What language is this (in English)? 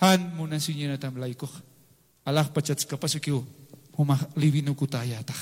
Aymara